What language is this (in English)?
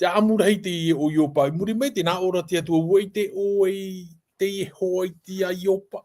Tahitian